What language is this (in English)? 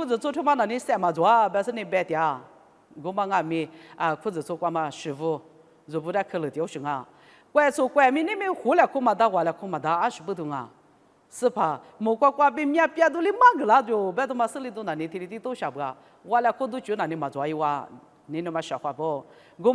Lisu